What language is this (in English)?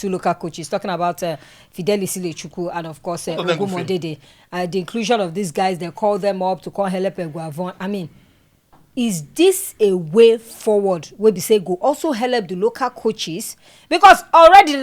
Nigerian Pidgin